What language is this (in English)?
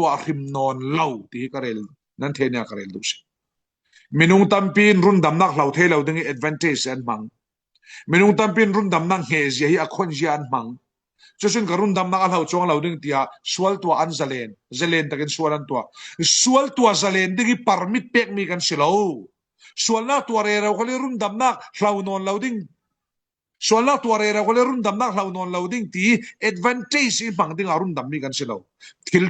Falam Chin